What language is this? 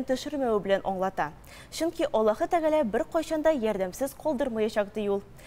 Tatar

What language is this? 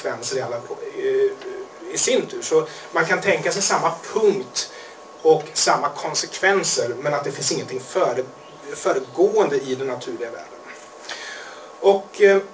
Swedish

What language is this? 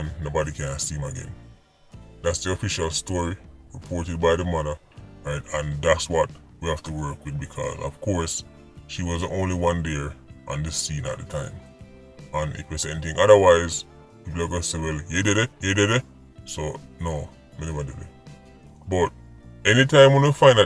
Jamaican Creole English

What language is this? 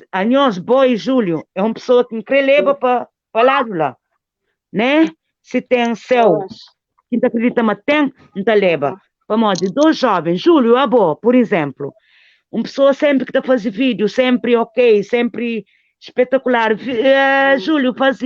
Kabuverdianu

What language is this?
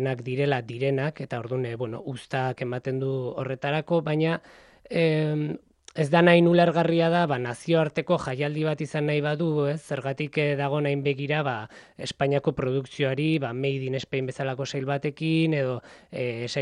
Basque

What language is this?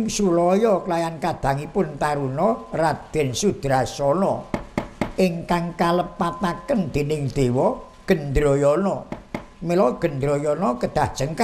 Javanese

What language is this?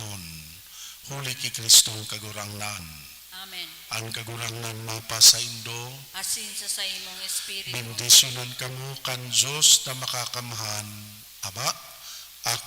Bikol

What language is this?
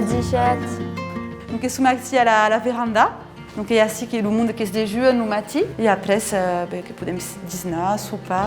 Occitan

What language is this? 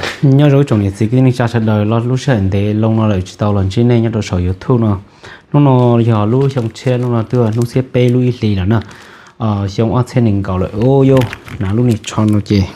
Hmong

